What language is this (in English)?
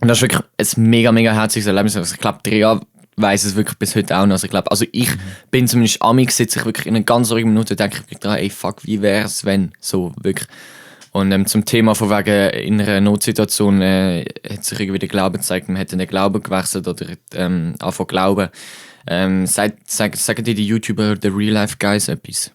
Swiss German